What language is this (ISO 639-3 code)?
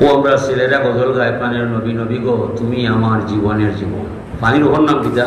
syl